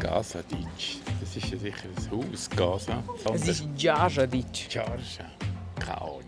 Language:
Swiss German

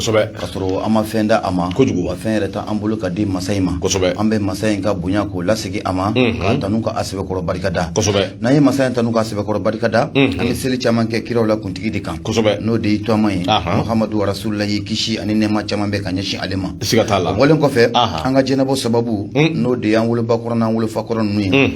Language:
Bambara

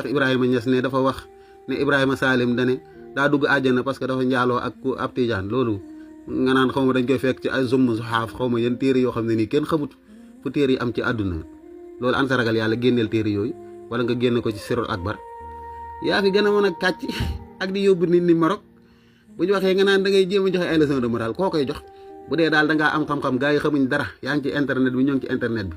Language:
Wolof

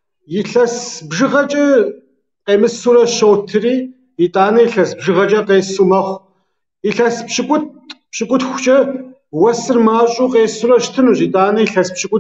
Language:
Kabardian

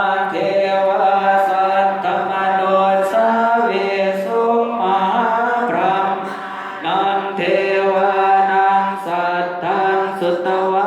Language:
Pali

